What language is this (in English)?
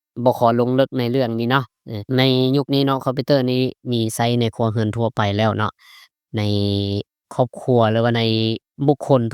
Lao